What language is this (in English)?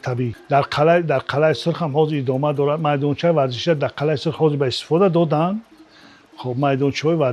Tajik